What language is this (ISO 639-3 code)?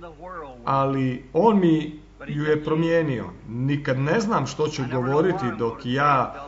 hrv